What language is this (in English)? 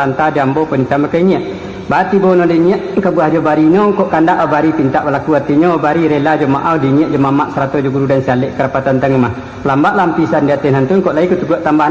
Minangkabau